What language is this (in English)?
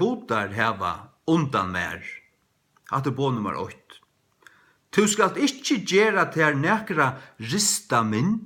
Faroese